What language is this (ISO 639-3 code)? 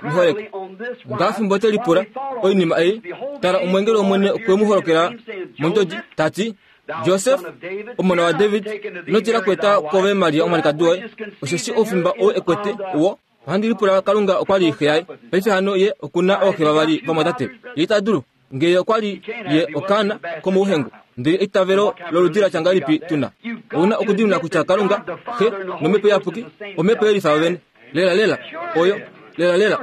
kua